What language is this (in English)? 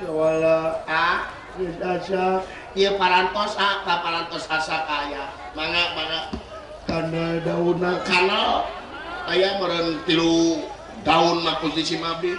Sundanese